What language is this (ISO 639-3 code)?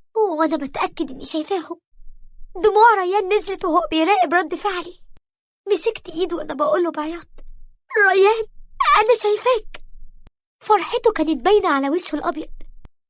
arz